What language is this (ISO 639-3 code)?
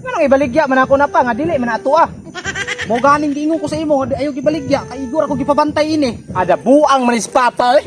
ceb